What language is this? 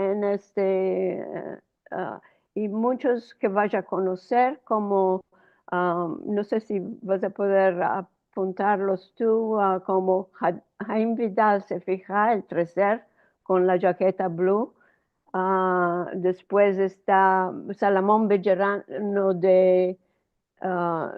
Ladino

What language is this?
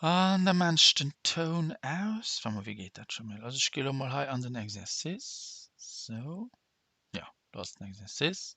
Luxembourgish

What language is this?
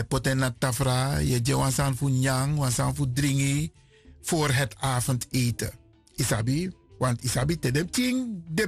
Sranan Tongo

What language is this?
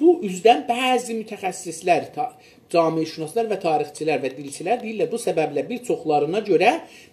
South Azerbaijani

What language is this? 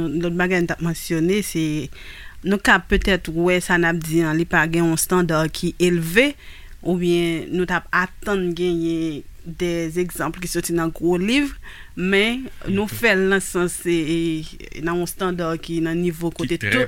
Haitian Creole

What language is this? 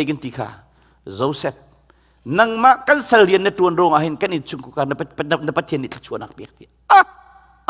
Hakha Chin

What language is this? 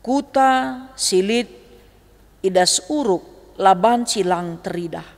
Batak Karo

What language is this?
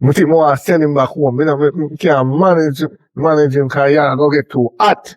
Jamaican Creole English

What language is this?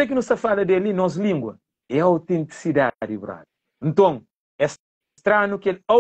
Kabuverdianu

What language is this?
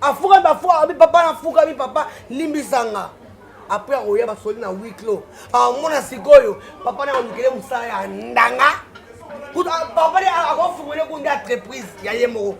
Lingala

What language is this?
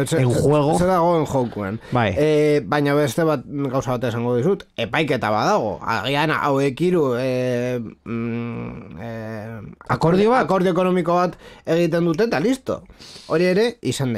Basque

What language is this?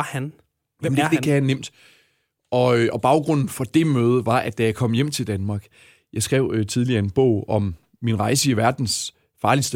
Danish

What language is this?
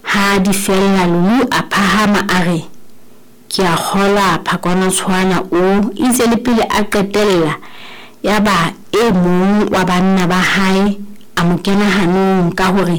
Southern Sotho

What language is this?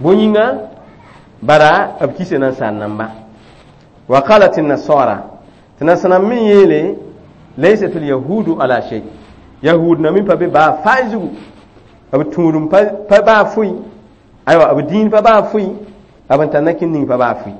Mossi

